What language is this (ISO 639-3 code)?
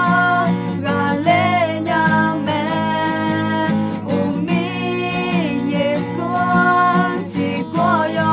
ahk